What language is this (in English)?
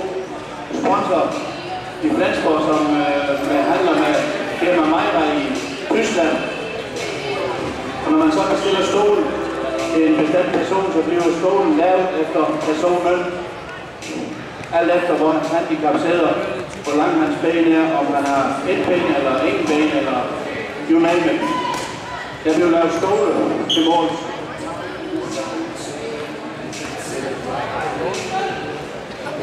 Danish